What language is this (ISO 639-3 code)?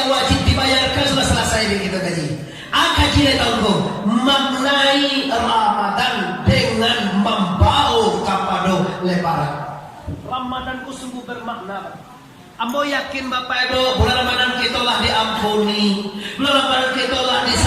min